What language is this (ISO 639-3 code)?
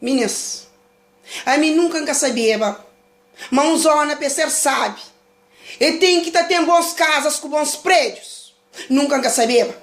kea